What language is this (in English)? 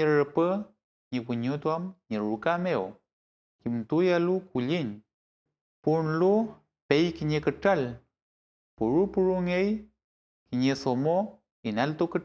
Mapuche